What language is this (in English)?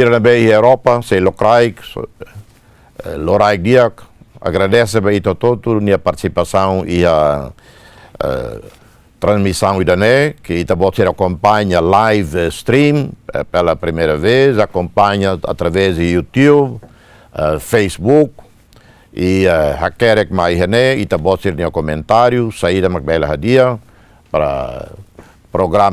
Tetum